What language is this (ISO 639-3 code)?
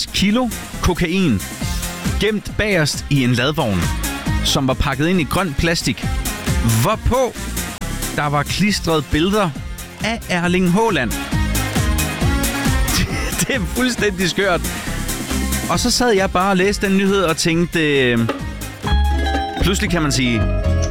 dan